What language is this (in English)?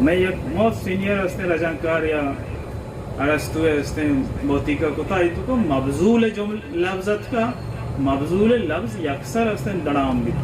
Baluchi